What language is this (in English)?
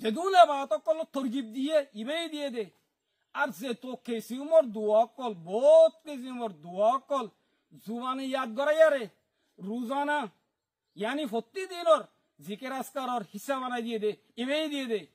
Rohingya